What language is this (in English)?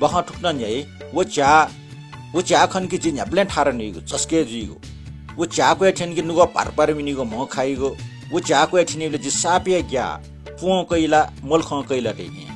Newari